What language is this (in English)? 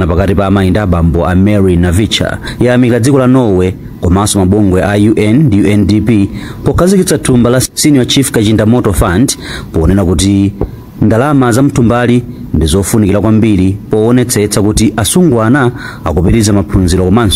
Nyanja